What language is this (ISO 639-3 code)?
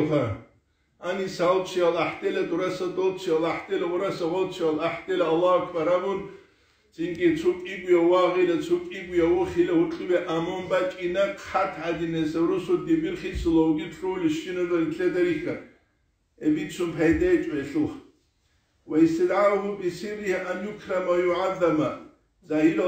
ava